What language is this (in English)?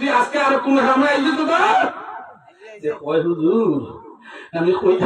Sylheti